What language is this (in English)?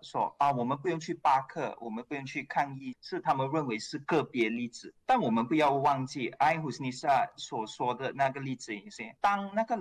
Chinese